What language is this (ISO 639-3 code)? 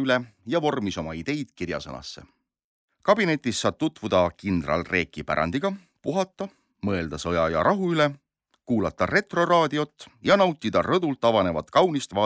est